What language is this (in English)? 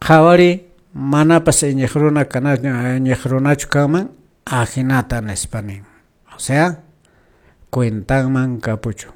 Quechua